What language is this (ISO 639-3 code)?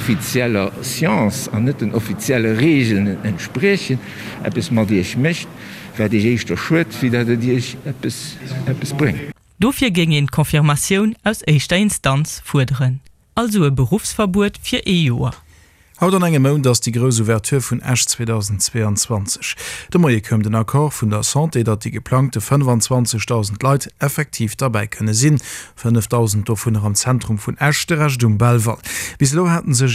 ltz